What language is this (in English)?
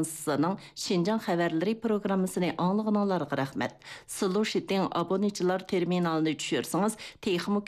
Uyghur